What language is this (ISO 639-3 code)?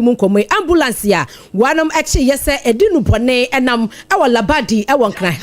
aka